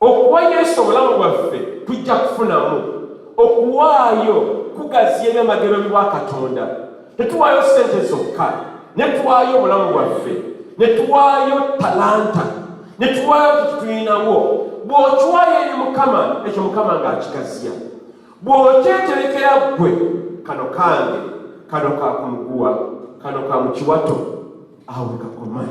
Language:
Ganda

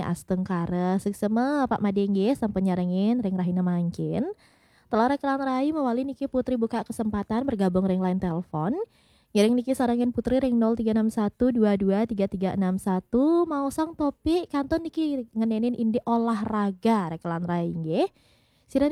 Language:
Balinese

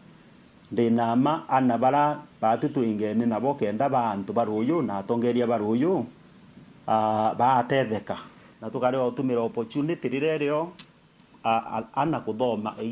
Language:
Meru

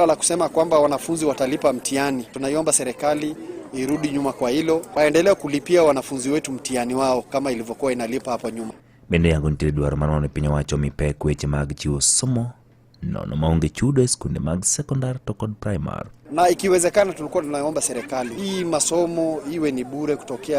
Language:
Luo (Kenya and Tanzania)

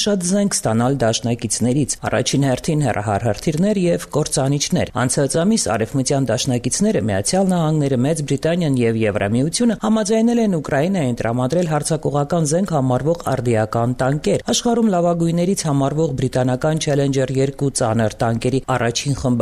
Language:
Armenian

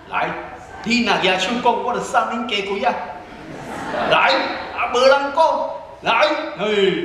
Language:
Min Nan Chinese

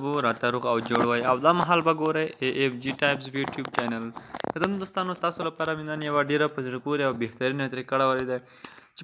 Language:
Pashto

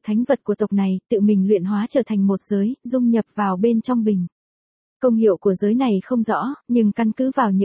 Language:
Vietnamese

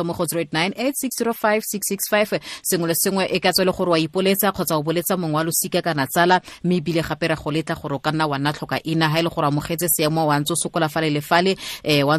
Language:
Tswana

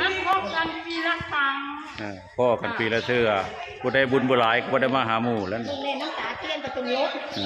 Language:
Northeastern Thai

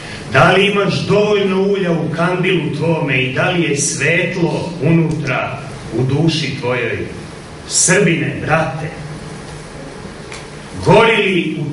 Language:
Serbian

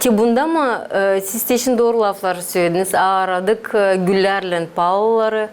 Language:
Gagauz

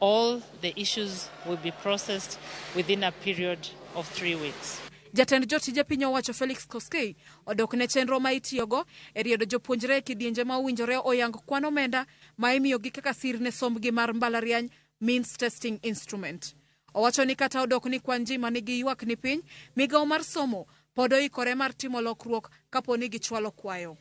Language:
Luo (Kenya and Tanzania)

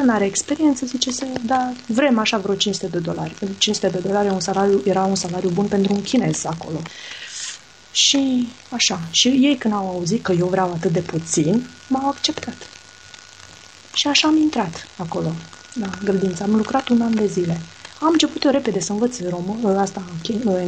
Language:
Romanian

